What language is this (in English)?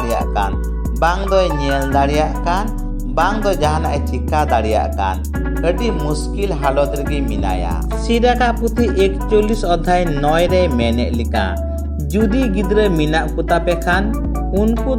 Santali